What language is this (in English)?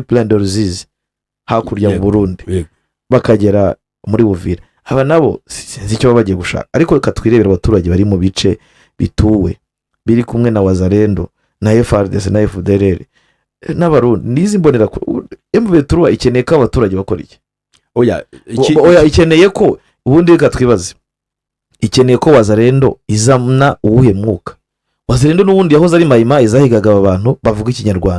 Kinyarwanda